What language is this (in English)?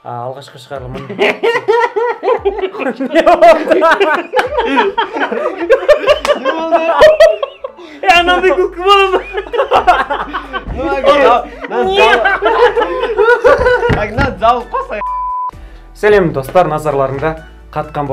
Kazakh